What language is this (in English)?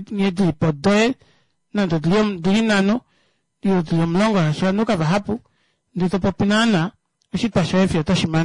Kuanyama